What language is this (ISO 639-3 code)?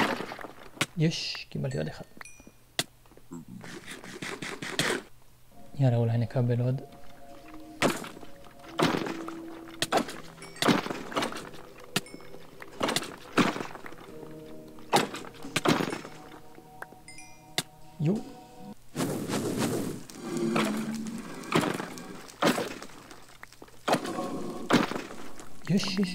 heb